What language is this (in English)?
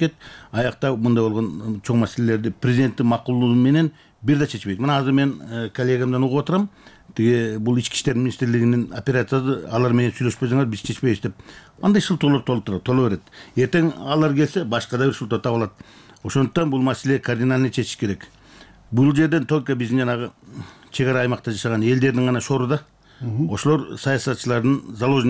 Kyrgyz